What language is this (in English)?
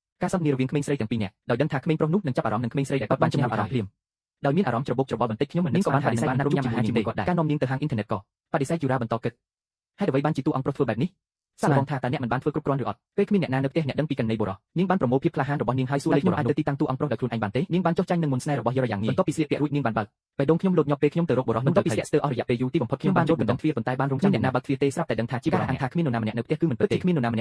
Khmer